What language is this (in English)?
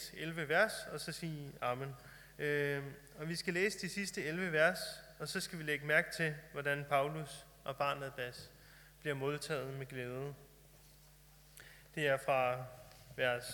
Danish